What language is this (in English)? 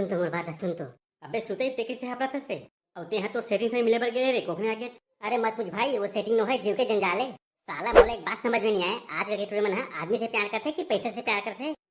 Chhattisgarhi